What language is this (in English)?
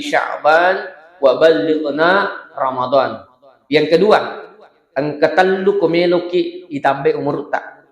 Buginese